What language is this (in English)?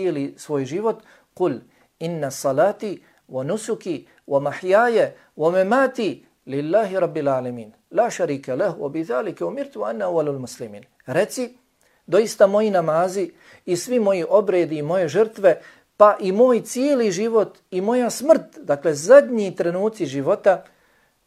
Bosnian